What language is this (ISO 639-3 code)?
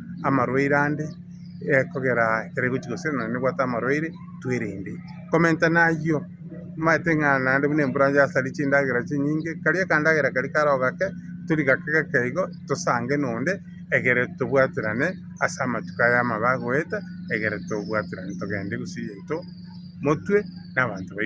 guz